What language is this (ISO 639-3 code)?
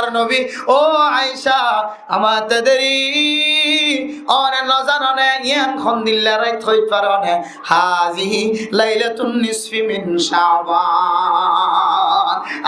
rhg